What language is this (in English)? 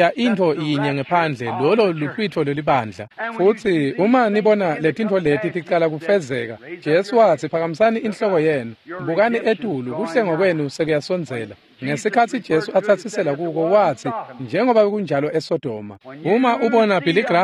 Swati